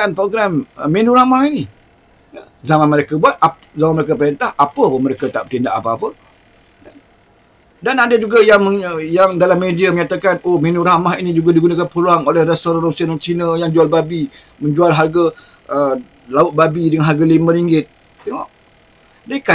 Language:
Malay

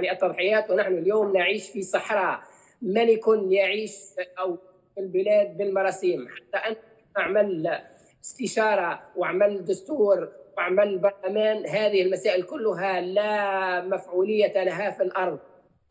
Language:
Arabic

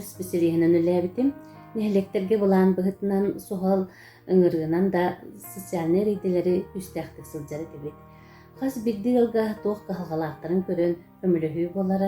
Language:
Yakut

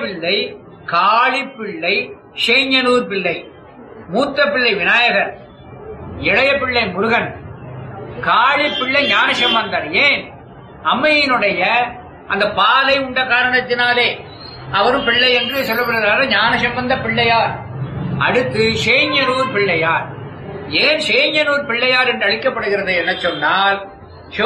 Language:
Tamil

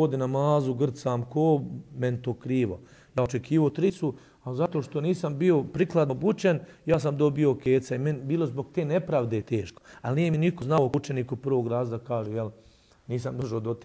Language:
Bosnian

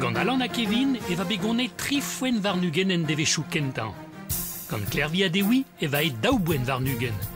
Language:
Breton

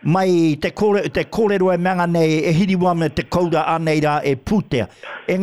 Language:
Māori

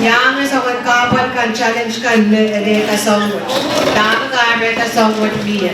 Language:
Pohnpeian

